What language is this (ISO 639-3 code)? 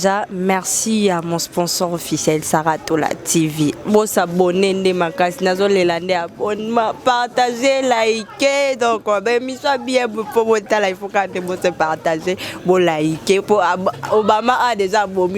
lin